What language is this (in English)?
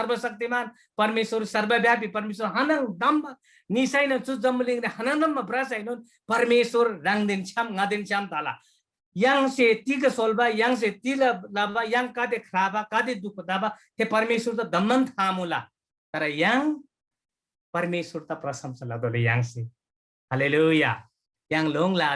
Eastern Tamang